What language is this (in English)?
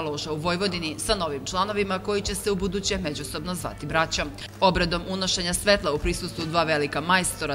Serbian